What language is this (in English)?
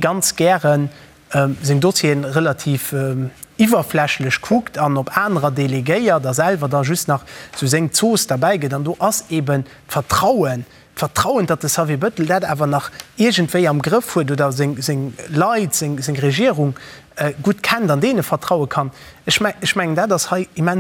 Luxembourgish